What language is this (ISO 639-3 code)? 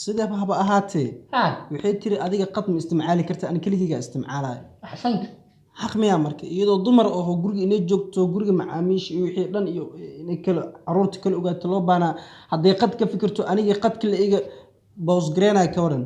som